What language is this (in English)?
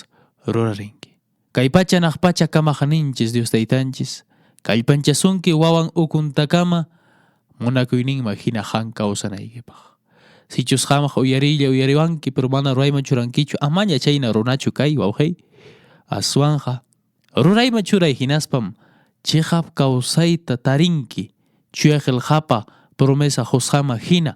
Quechua